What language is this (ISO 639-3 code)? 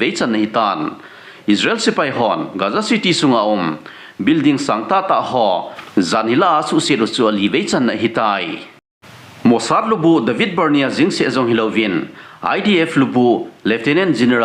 tcz